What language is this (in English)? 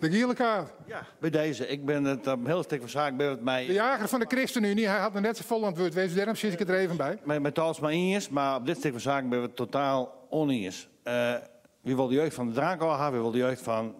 Western Frisian